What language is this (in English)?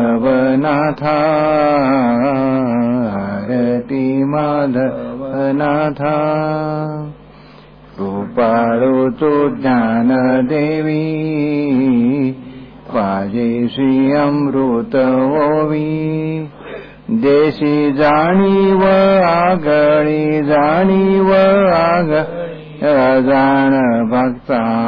Marathi